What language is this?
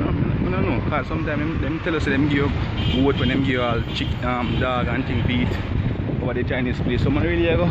Jamaican Creole English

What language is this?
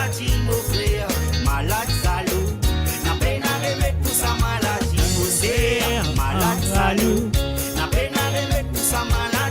Morisyen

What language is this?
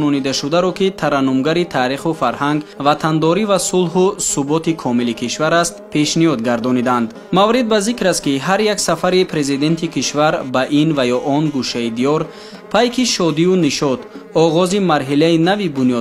Tajik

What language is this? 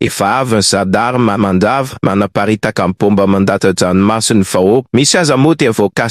Malagasy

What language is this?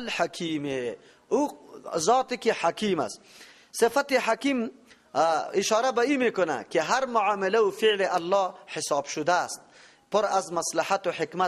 Persian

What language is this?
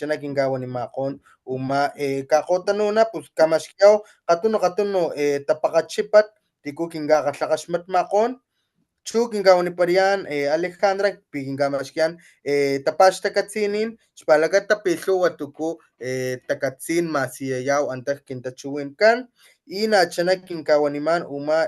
Papantla Totonac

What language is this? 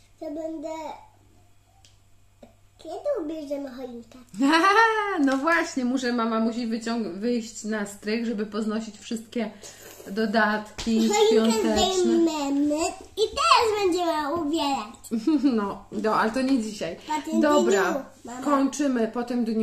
Polish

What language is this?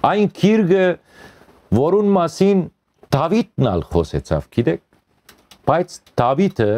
Western Armenian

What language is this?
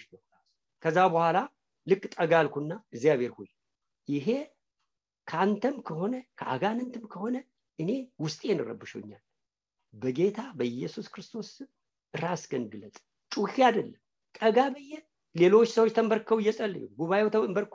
Amharic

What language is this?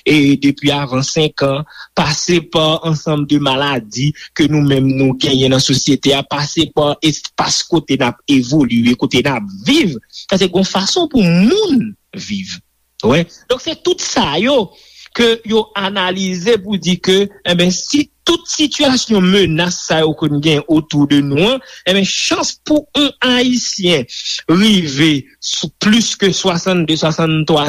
Haitian Creole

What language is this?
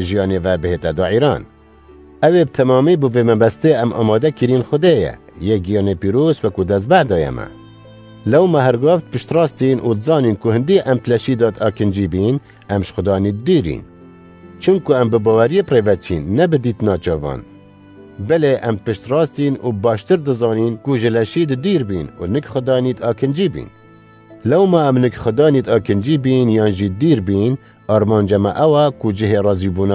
Kurdish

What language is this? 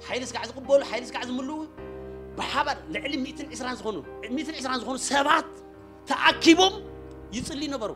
Tigrinya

